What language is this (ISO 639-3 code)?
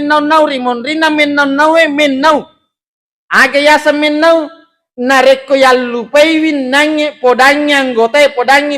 bug